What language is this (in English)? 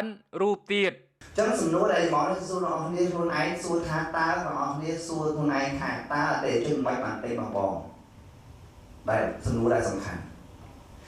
Khmer